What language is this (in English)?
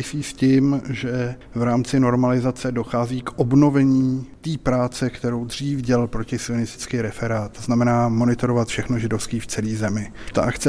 Czech